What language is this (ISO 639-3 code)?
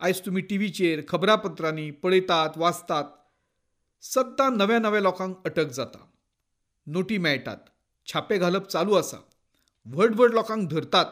kok